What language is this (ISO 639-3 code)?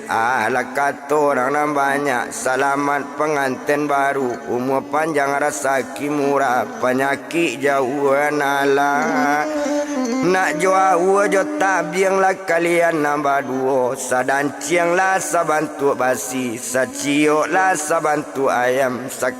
min